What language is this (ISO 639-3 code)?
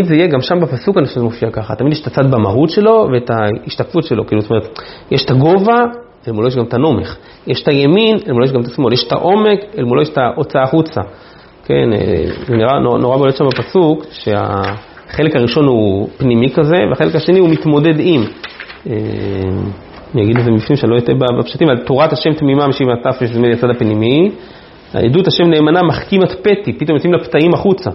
heb